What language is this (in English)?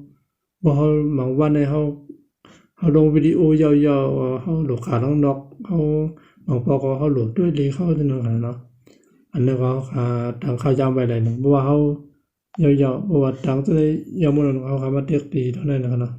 Shan